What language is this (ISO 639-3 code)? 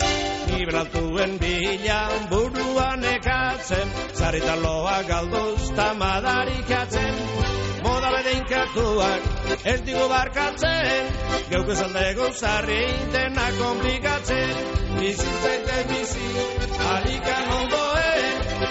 eus